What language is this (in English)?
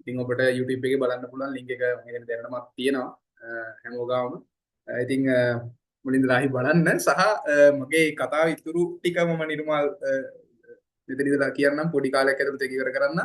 Sinhala